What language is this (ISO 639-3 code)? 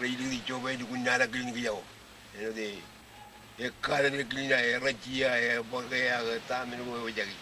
mah